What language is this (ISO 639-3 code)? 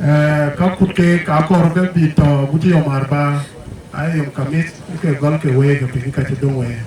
din